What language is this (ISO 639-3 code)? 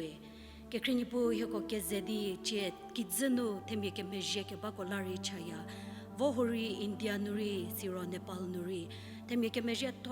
njm